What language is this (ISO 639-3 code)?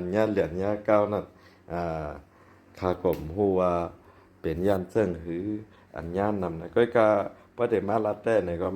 shn